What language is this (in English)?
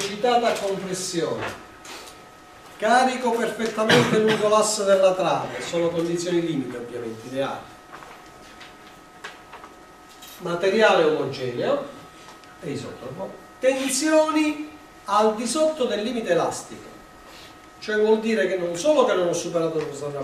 Italian